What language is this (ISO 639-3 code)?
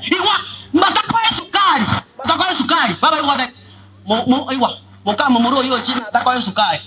guz